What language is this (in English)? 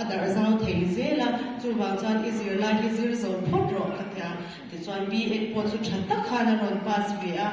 Mizo